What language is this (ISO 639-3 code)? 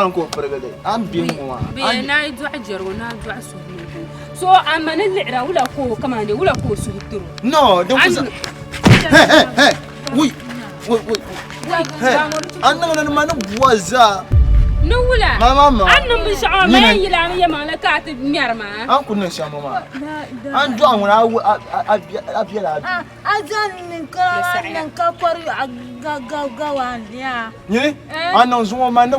dag